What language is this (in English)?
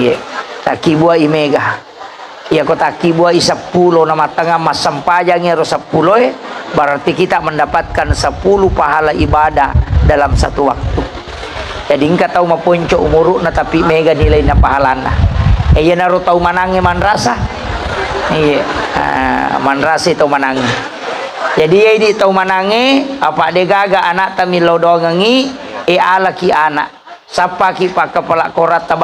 Buginese